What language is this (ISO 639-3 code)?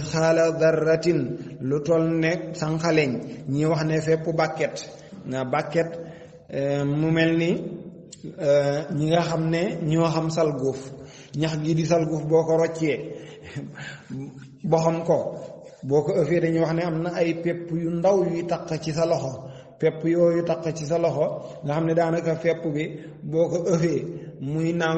wol